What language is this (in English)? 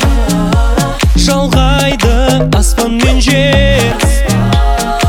Kazakh